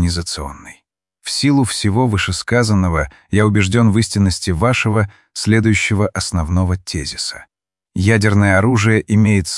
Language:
Russian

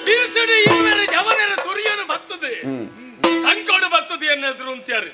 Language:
Tulu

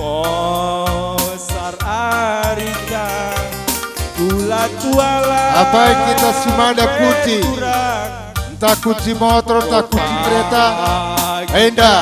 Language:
Batak Karo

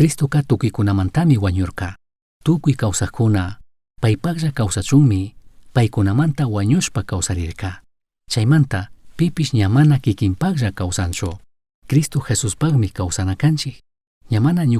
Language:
Chimborazo Highland Quichua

